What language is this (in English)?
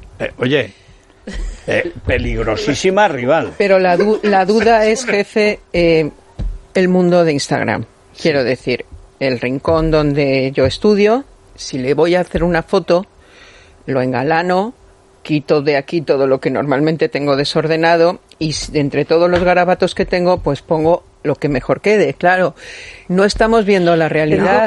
Spanish